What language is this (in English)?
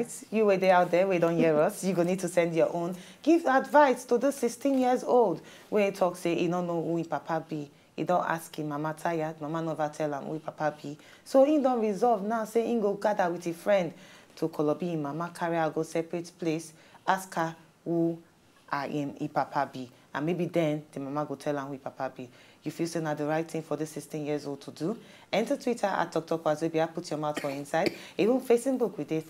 Nigerian Pidgin